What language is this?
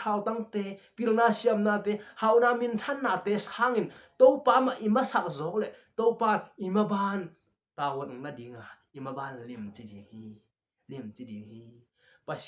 Tedim Chin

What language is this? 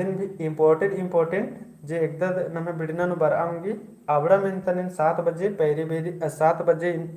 Kurukh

